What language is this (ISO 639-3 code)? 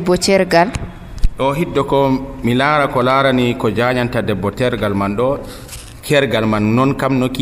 fuv